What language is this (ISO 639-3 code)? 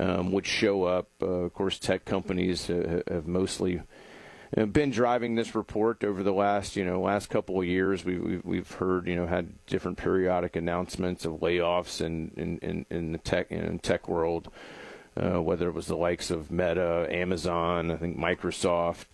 eng